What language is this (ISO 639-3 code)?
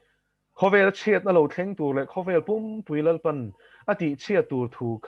lus